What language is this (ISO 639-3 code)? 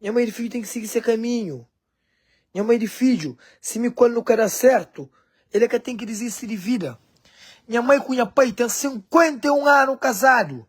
kea